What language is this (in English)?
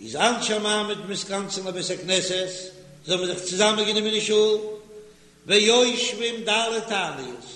Yiddish